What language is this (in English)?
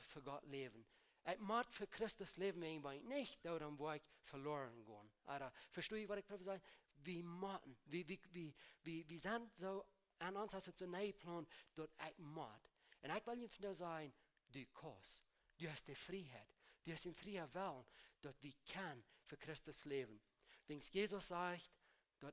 Plautdietsch